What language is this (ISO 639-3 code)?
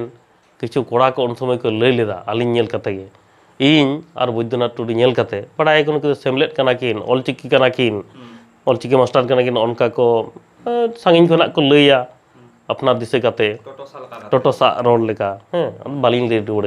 sat